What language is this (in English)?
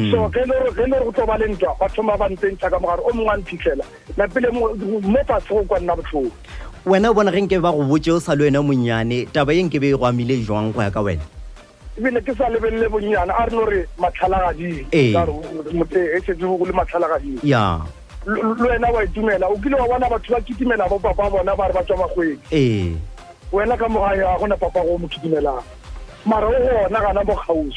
Northern Sotho